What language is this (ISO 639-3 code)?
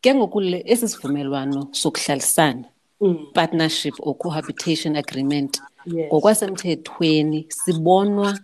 xho